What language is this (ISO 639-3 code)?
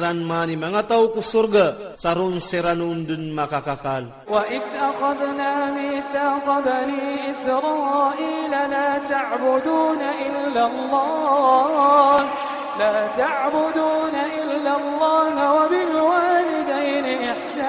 ilp